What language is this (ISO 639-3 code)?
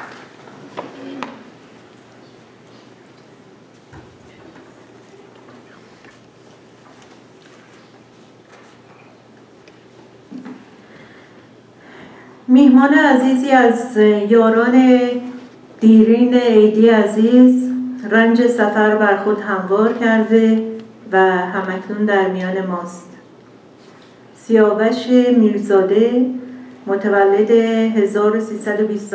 fas